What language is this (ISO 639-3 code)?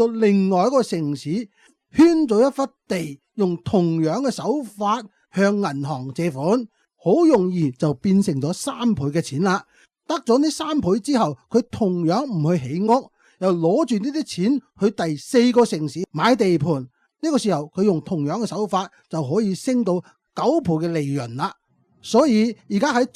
yue